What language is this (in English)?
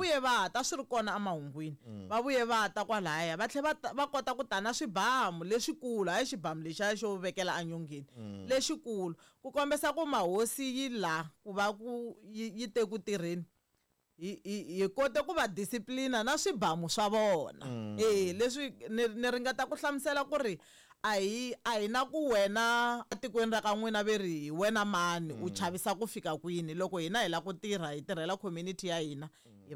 Tsonga